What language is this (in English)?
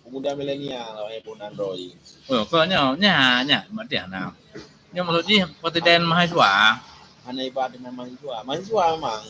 Achinese